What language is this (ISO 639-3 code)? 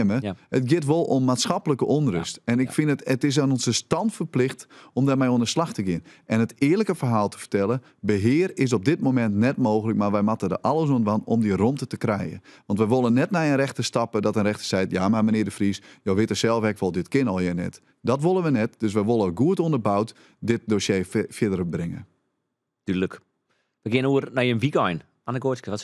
fry